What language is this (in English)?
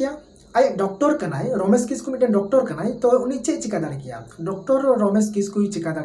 Santali